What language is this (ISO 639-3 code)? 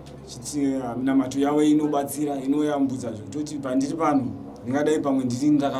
sna